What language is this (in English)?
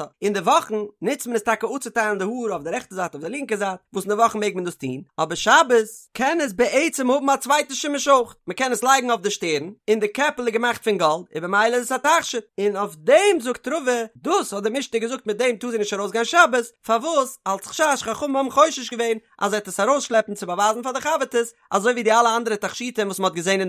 Yiddish